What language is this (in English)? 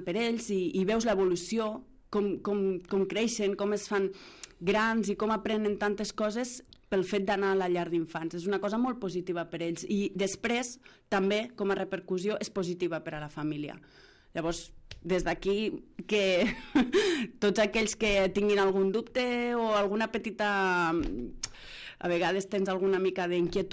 Catalan